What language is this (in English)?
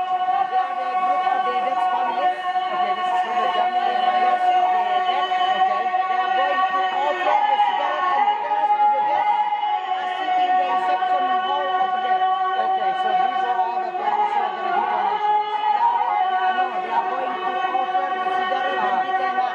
Toraja-Sa'dan